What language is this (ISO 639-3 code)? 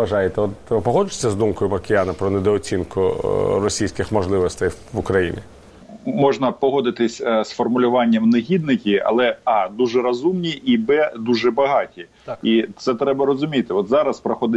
ukr